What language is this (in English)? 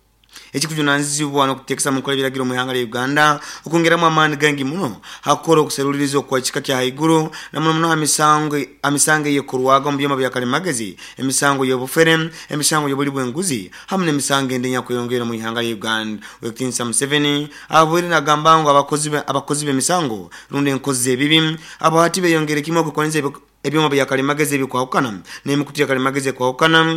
Nyoro